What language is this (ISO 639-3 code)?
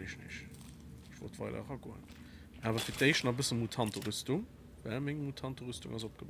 ltz